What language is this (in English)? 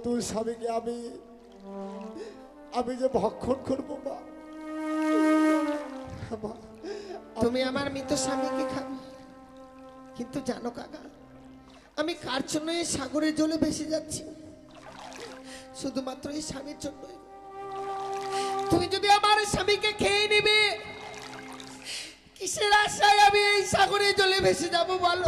Bangla